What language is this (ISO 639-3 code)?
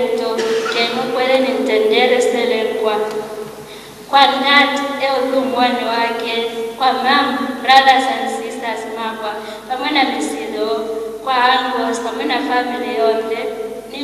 spa